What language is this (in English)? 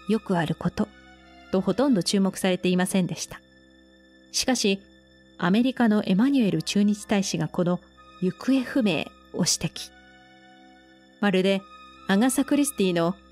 Japanese